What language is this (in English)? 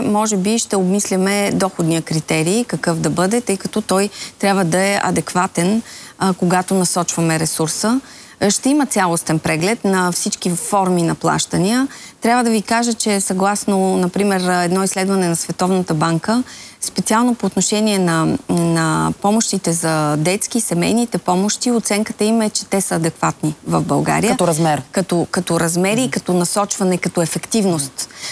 Bulgarian